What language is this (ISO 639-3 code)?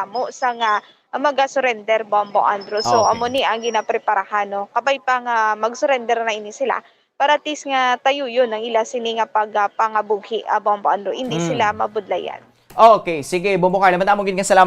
hil